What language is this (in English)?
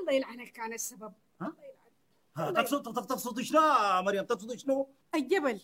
Sudanese Arabic